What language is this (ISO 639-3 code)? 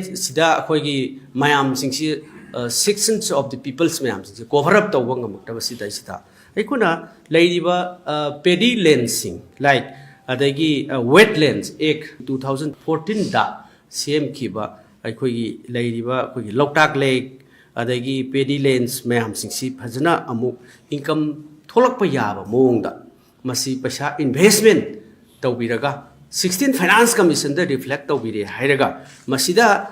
mni